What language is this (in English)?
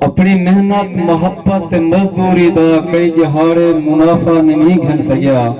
Saraiki